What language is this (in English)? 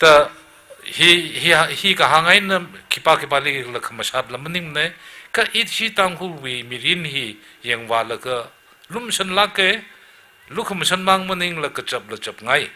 Tangkhul Naga (India)